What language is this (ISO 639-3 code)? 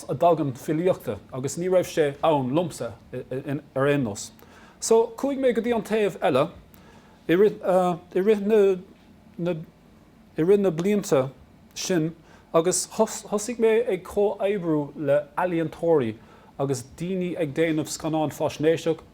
gle